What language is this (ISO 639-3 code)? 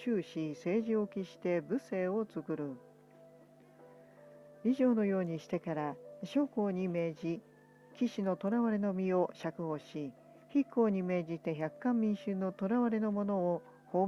jpn